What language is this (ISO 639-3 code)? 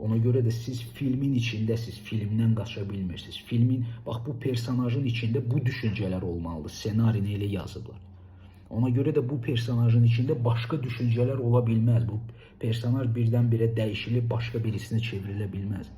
aze